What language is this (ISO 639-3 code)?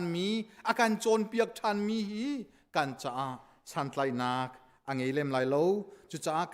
cnh